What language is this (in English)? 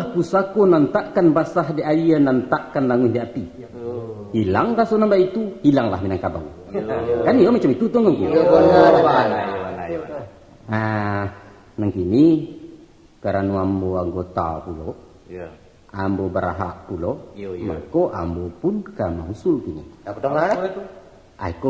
Minangkabau